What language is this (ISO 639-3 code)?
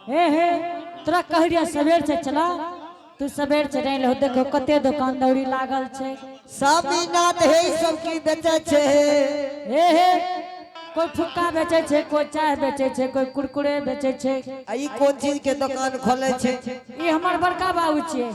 anp